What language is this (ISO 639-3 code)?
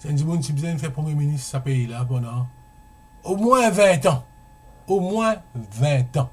mfe